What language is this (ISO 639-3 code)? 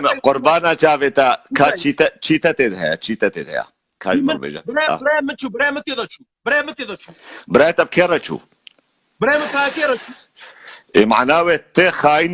kur